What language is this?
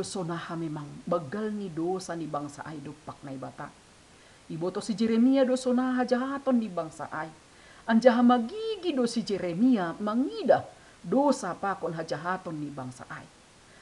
Batak Simalungun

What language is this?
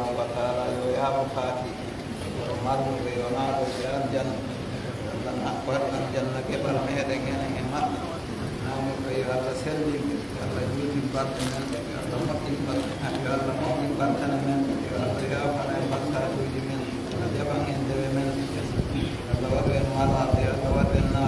Pular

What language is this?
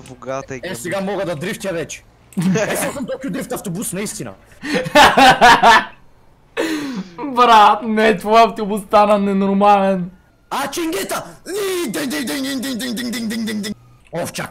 Bulgarian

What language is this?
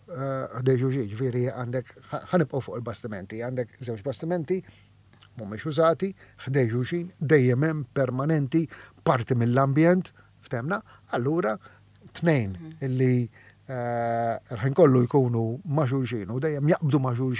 Maltese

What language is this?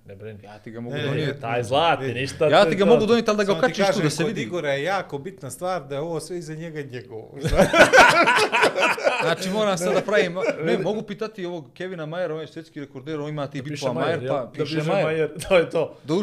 Bosnian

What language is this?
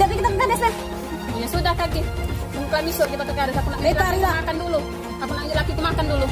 Musi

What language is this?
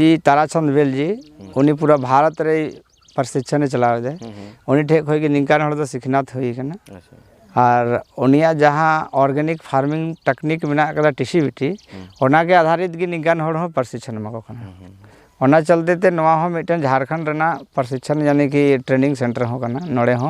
Santali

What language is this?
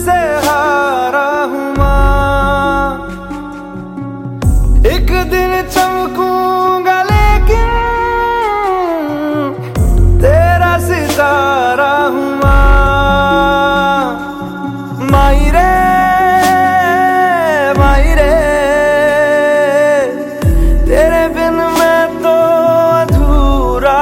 Hindi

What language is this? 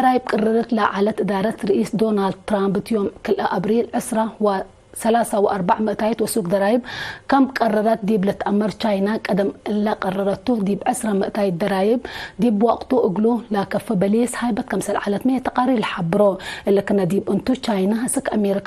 Tigre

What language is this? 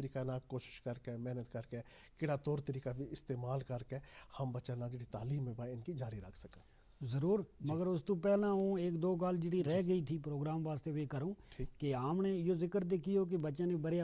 Gujari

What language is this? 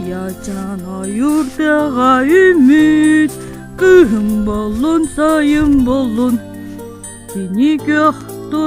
Yakut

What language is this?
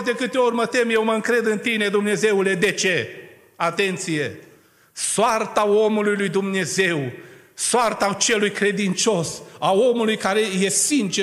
Romanian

